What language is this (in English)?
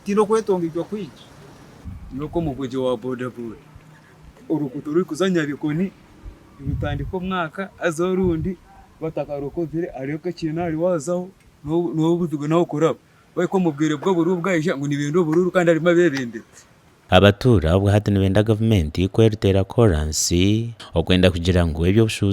Nyankole